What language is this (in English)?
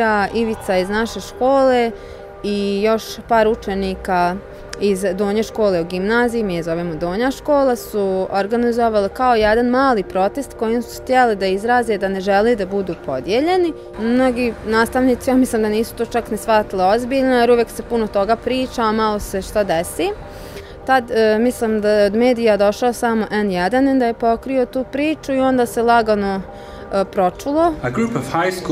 Bosnian